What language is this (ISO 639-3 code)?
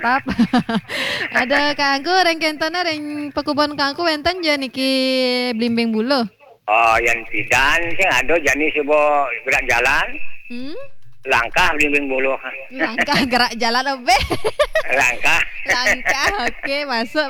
ban